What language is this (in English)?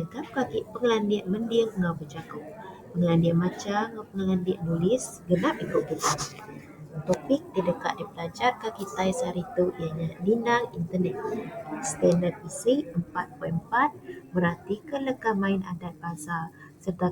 Iban